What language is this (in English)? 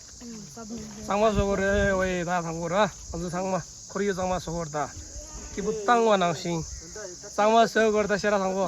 Tibetan